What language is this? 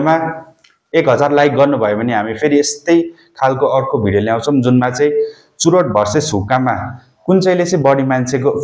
Nepali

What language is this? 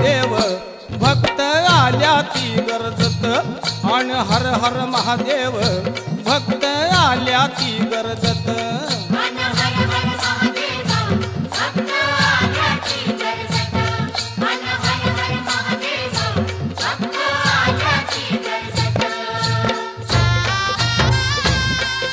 Marathi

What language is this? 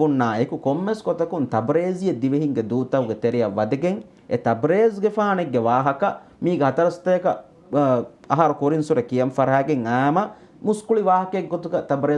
Divehi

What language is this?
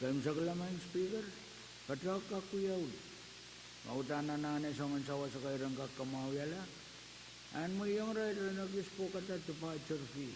Pohnpeian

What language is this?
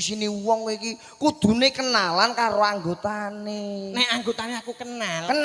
Javanese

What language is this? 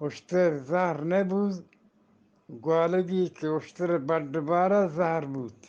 Eastern Balochi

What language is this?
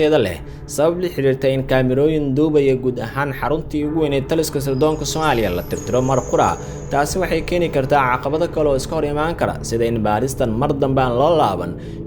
Somali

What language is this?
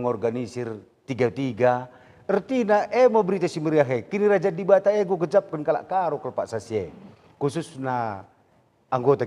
Batak Karo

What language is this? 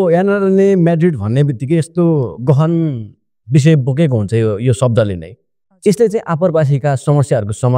Nepali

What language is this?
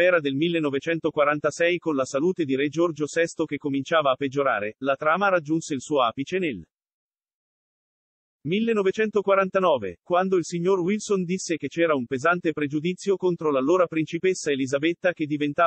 Italian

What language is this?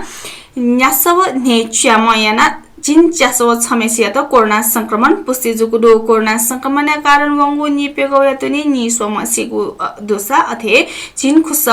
Newari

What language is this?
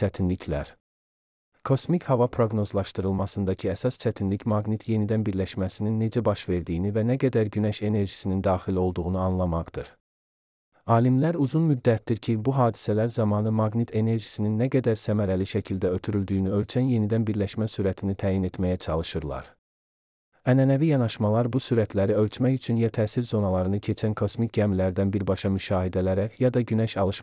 Azerbaijani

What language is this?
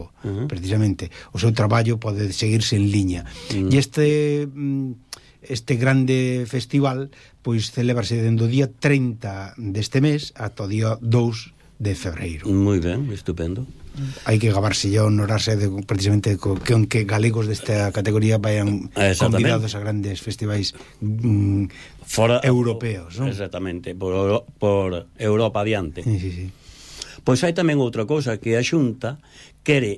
Galician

